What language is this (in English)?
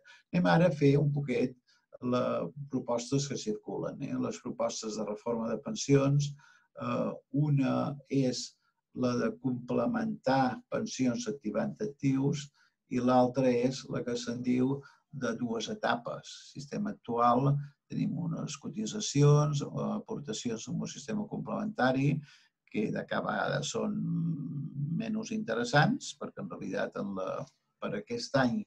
Catalan